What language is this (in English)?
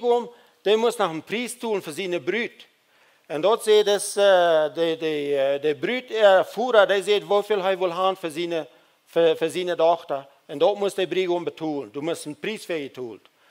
Plautdietsch